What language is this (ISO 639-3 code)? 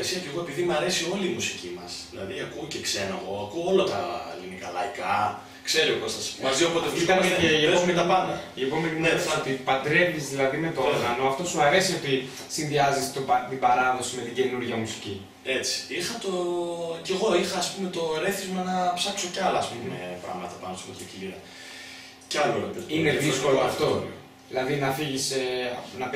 ell